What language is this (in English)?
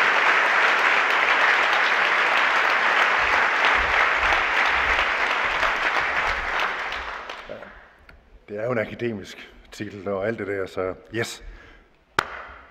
Danish